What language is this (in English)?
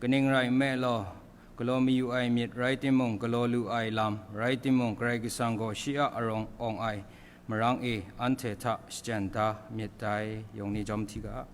Kachin